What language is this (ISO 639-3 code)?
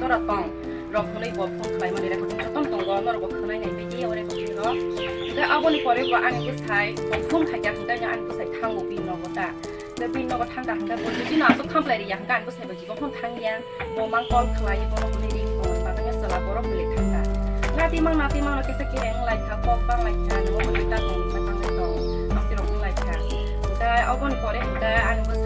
trp